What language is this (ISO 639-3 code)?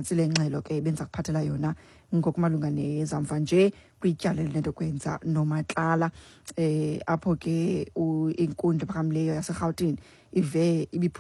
xho